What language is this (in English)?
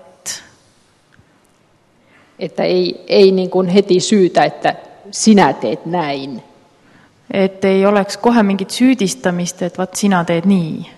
Estonian